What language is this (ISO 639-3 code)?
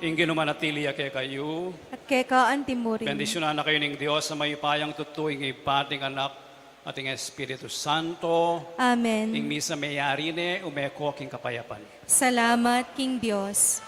pam